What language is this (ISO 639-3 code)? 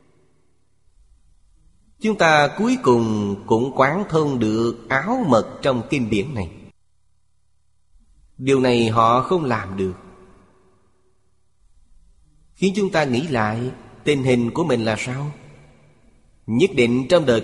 vie